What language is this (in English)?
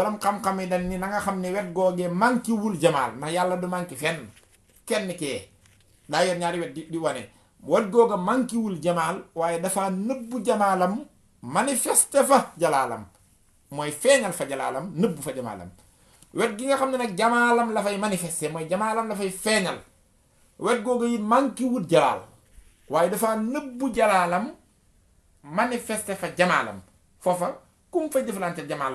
Wolof